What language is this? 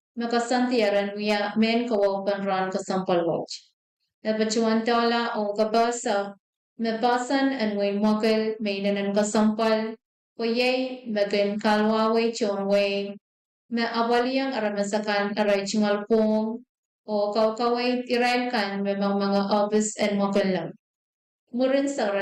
Pohnpeian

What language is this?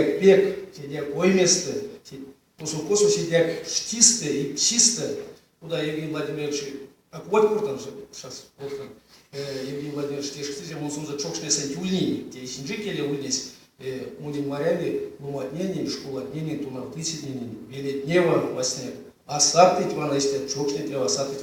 Erzya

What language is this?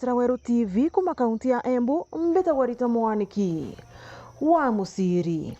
Meru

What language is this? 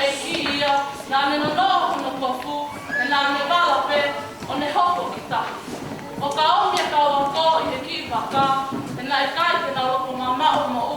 Tongan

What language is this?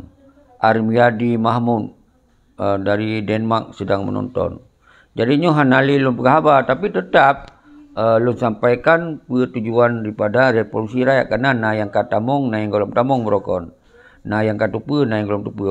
Achinese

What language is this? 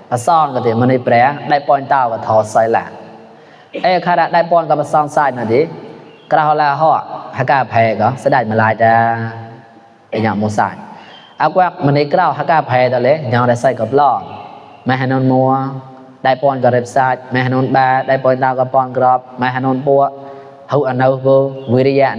Mon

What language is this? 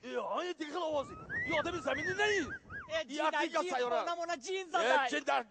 Tajik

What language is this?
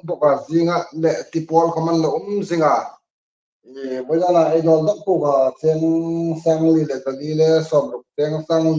Hmar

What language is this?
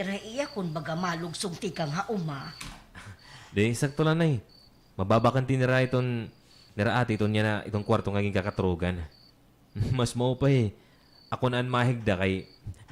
Waray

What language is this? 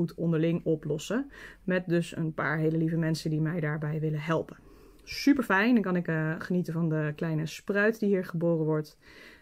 Dutch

